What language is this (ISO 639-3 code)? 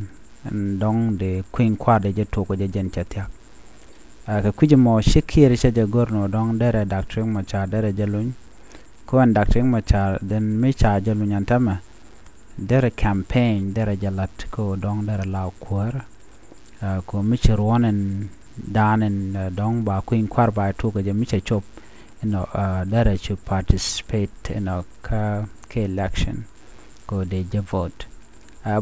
nus